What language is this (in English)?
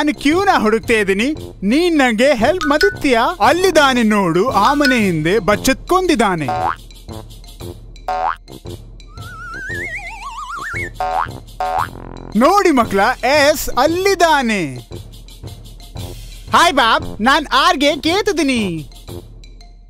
Kannada